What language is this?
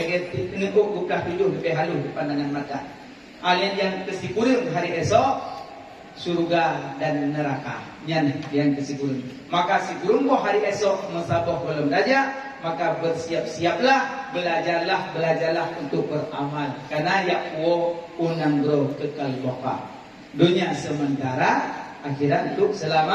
Achinese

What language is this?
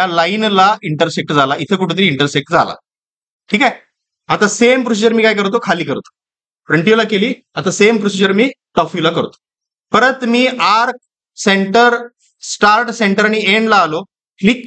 Marathi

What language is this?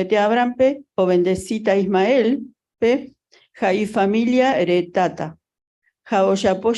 Guarani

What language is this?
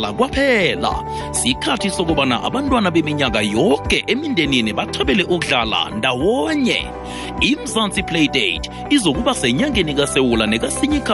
South Ndebele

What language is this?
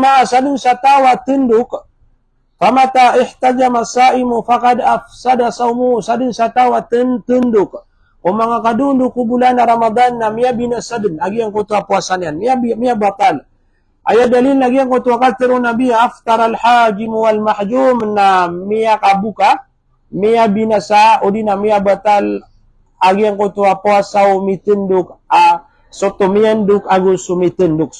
Maranao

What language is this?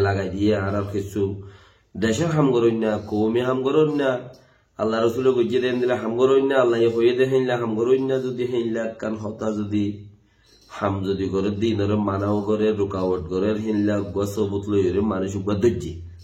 Rohingya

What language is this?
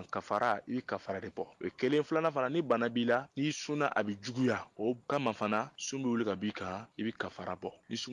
Bambara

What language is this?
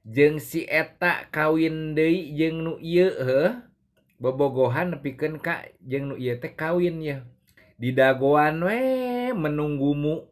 Sundanese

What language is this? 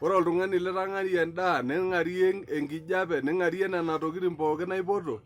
Masai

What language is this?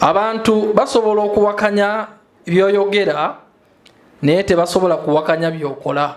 Ganda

